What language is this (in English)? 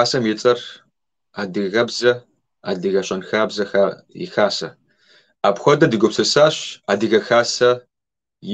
Kabardian